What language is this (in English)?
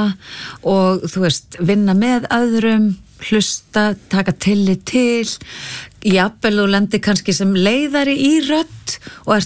Icelandic